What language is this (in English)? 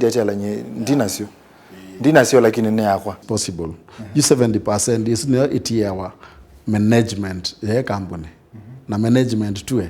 Kamba